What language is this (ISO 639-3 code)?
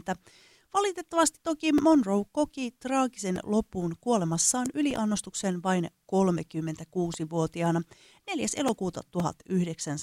fin